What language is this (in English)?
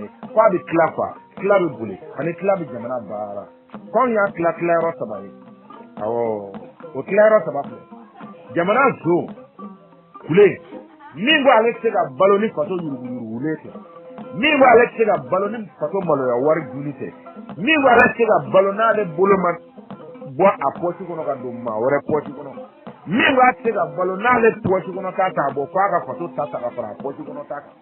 Bambara